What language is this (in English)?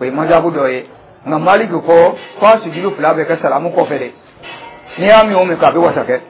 Dyula